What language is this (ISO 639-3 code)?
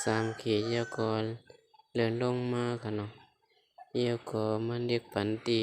shn